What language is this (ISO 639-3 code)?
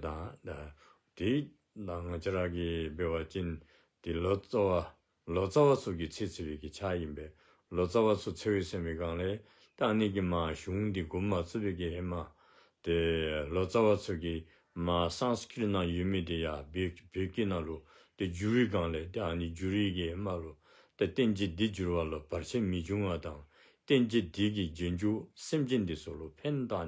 dzo